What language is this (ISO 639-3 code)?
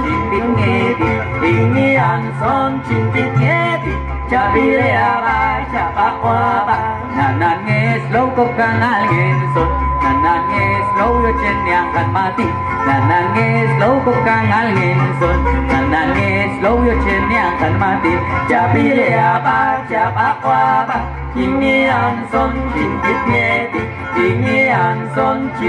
jac